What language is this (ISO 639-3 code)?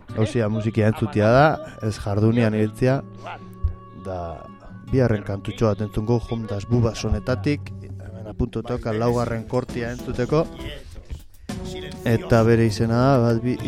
eus